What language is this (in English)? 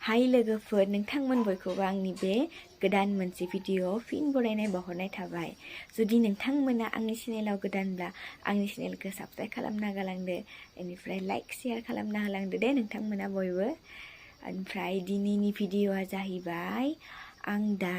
Bodo